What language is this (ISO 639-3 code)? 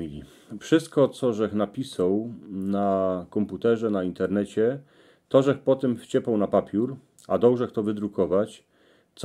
szl